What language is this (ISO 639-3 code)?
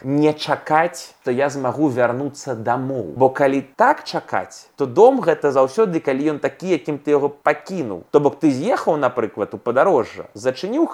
bel